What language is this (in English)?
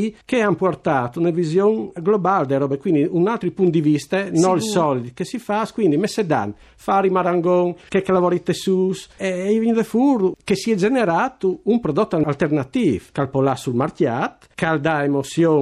Friulian